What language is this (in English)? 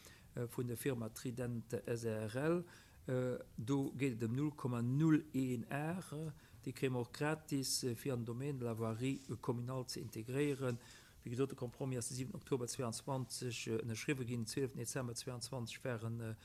Luxembourgish